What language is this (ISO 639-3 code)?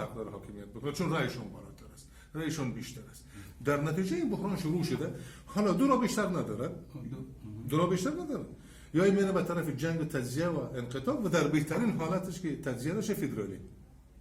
tgk